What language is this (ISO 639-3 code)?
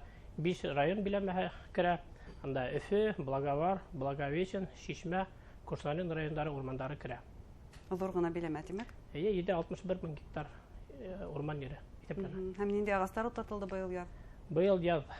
bak